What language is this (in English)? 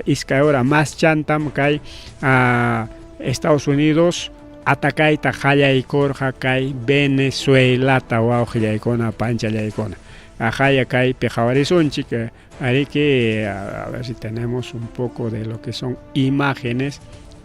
Ayacucho Quechua